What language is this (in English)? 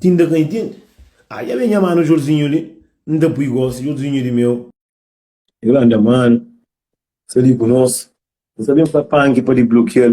Kabuverdianu